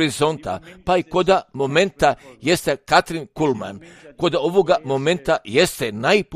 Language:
Croatian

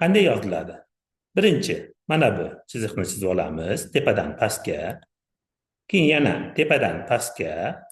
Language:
Uzbek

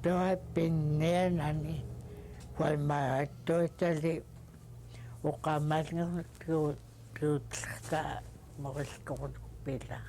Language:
Central Yupik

